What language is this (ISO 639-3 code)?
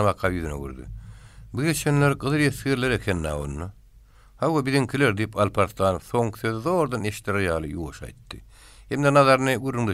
tuk